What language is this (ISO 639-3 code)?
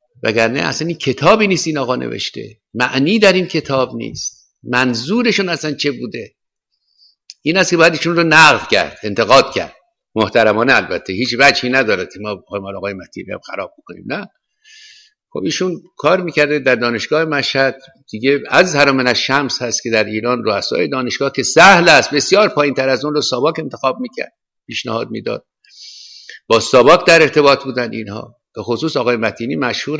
fas